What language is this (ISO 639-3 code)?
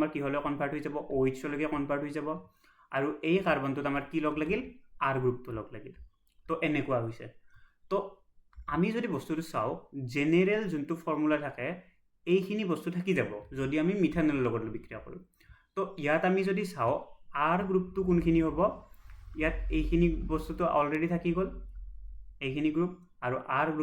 asm